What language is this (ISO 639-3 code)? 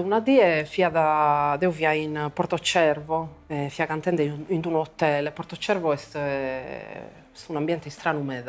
srd